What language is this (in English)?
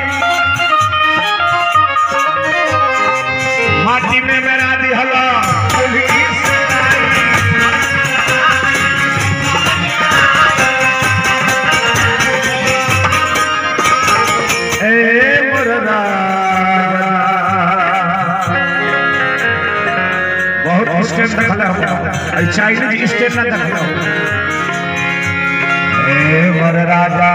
Bhojpuri